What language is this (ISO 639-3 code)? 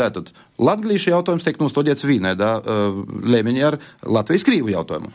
lav